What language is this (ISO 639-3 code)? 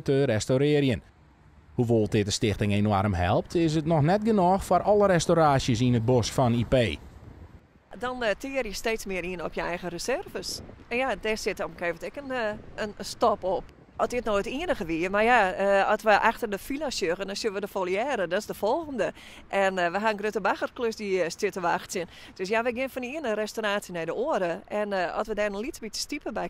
fry